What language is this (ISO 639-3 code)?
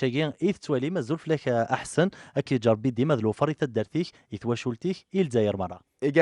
kab